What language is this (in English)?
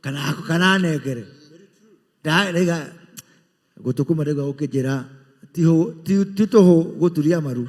Kikuyu